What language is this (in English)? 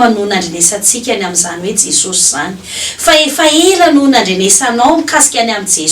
Malagasy